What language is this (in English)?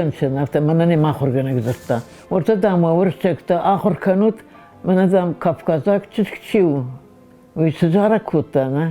Ossetic